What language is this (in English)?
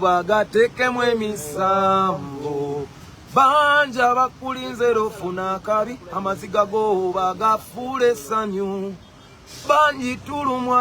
Ganda